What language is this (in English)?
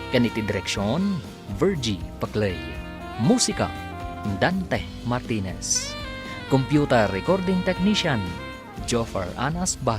Iloko